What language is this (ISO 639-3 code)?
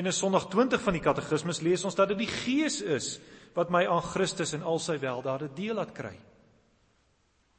afr